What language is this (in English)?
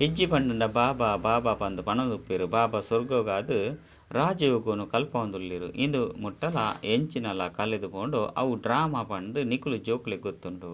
Tulu